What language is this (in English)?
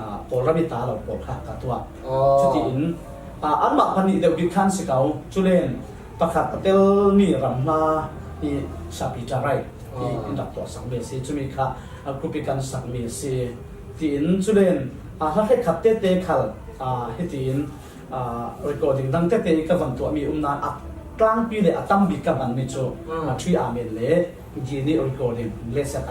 Falam Chin